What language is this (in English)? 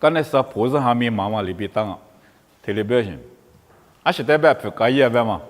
Lisu